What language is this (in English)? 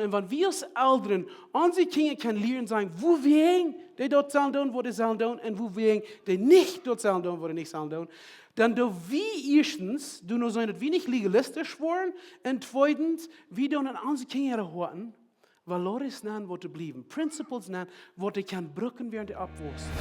Plautdietsch